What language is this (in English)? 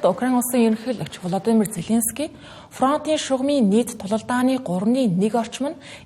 Mongolian